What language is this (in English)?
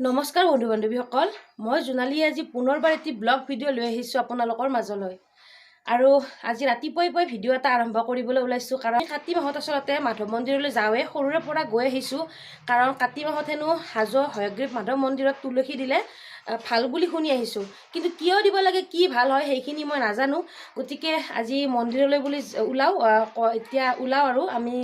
Assamese